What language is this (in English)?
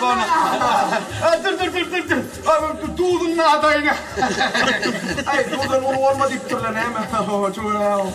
Turkmen